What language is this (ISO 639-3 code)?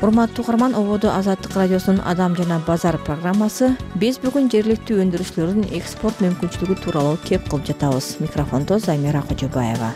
kir